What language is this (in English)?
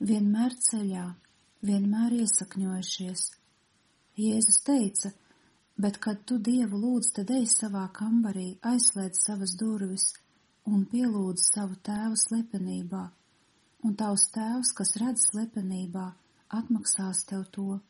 Latvian